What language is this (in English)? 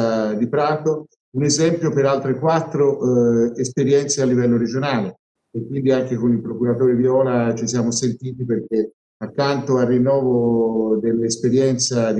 Italian